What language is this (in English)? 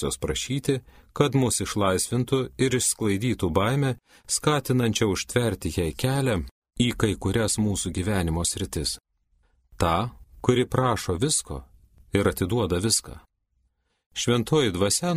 Lithuanian